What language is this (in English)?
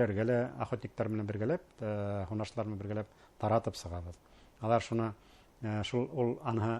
Bashkir